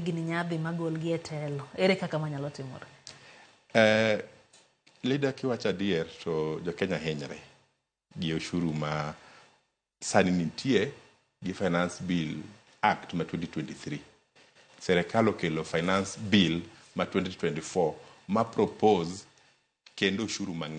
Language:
Luo (Kenya and Tanzania)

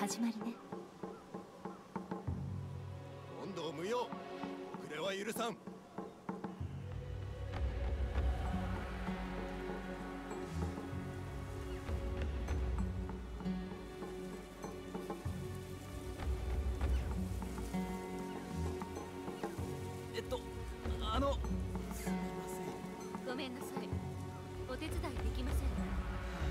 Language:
Japanese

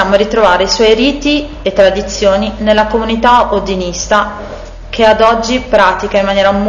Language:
Italian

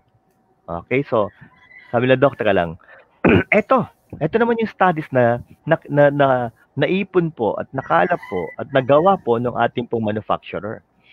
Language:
Filipino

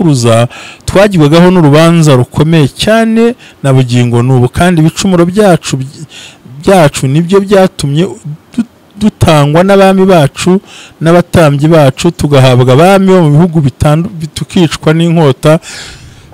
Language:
Kinyarwanda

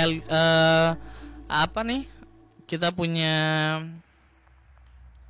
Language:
Indonesian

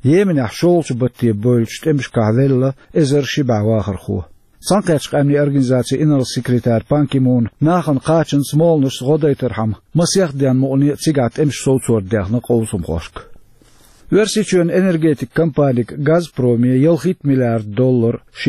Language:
Chechen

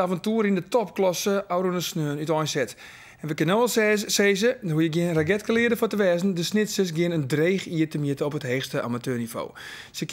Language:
Western Frisian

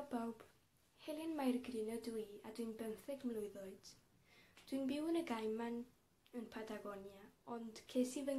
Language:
Welsh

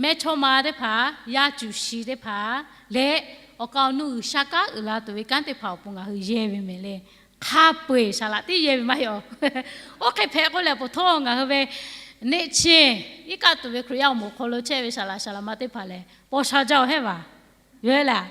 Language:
Lahu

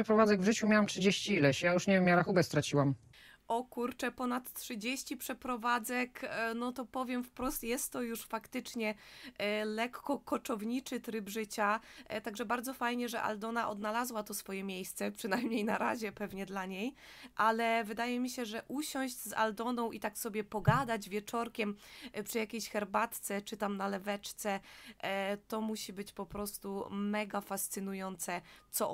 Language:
Polish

